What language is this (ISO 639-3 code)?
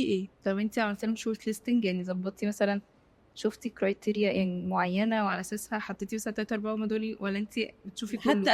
arz